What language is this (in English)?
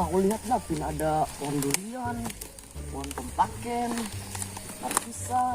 Banjar